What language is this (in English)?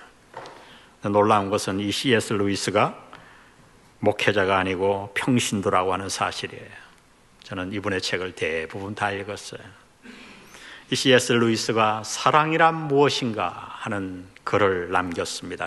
Korean